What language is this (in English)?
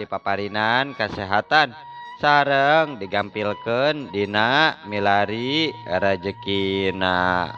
Sundanese